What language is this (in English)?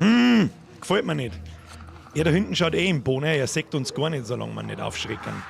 Bavarian